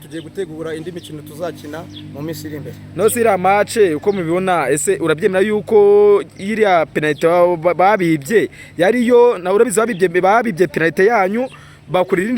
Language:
Kinyarwanda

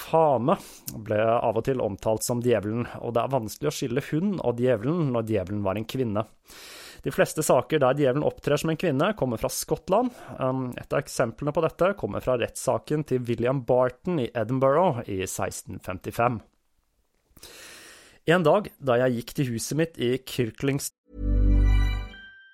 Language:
Norwegian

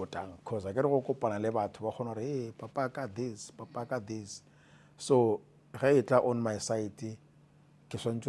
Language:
Northern Sotho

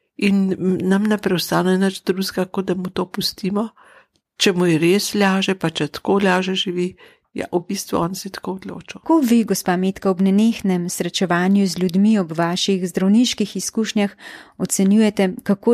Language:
Slovenian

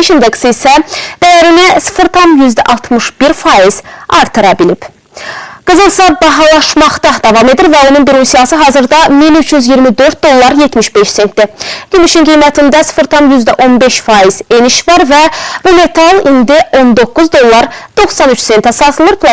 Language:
Azerbaijani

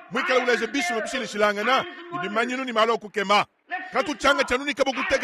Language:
Luba-Lulua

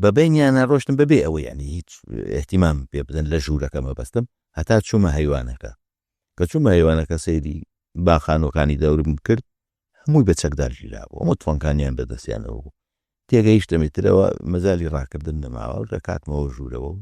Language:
Central Kurdish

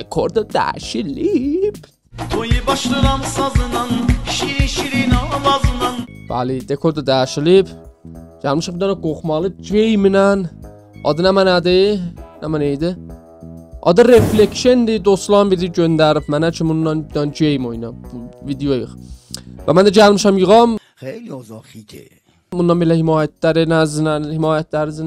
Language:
South Azerbaijani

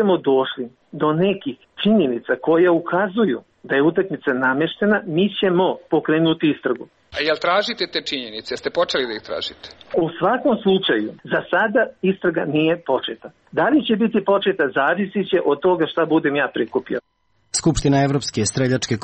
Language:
Serbian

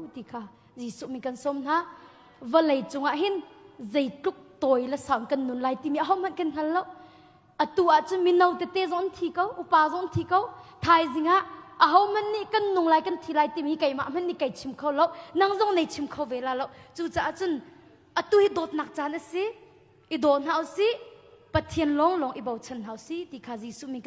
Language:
Hakha Chin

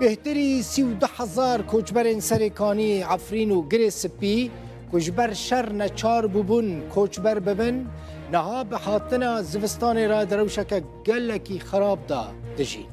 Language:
Kurdish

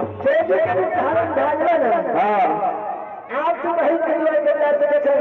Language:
Maithili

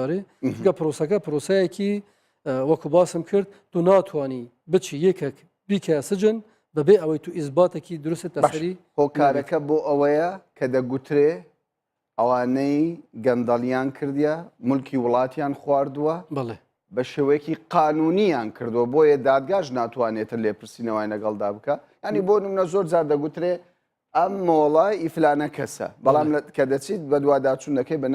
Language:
Central Kurdish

